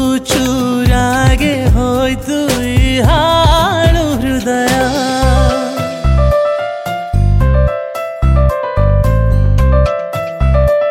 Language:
Kannada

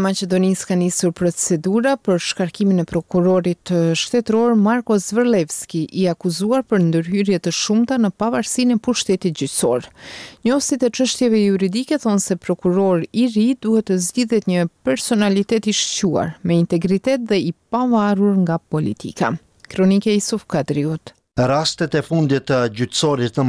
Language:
Albanian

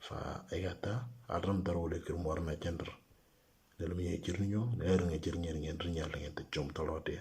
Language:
Moro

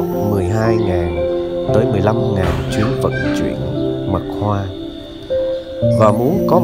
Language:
Vietnamese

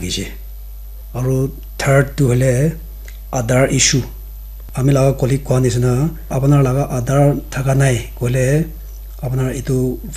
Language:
Naga Pidgin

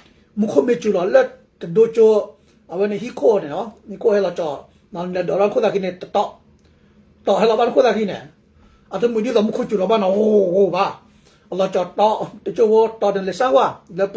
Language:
S'gaw Karen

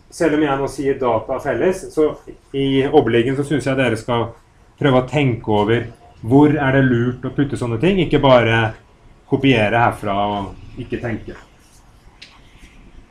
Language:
Norwegian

